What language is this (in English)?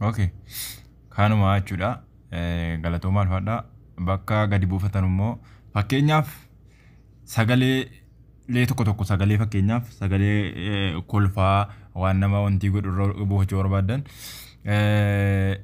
Oromo